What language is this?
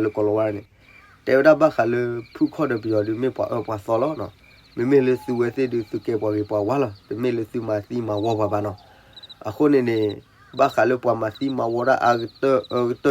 S'gaw Karen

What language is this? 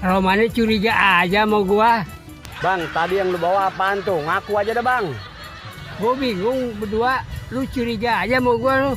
Betawi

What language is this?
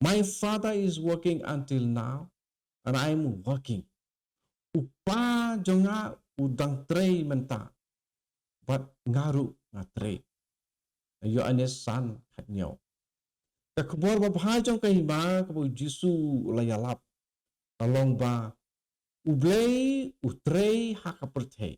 Khasi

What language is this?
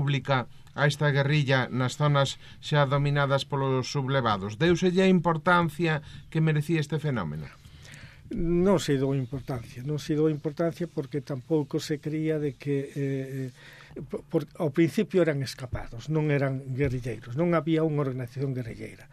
Galician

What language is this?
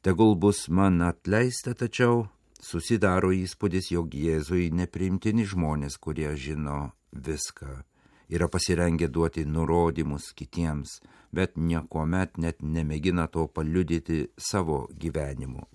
Lithuanian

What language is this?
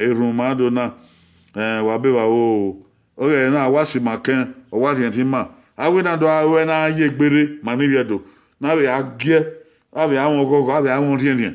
Bini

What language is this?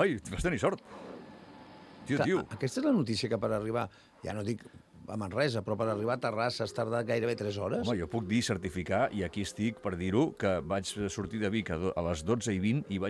Catalan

